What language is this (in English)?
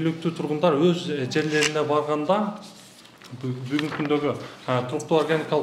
Kyrgyz